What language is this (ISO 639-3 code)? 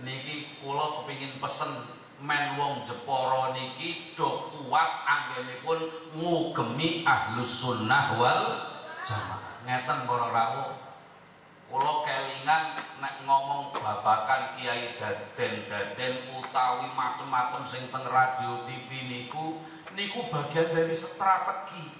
jav